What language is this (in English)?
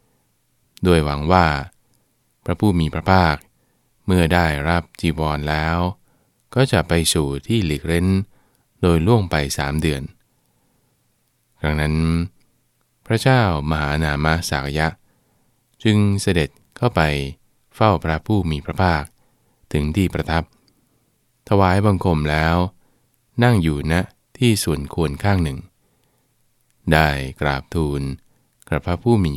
Thai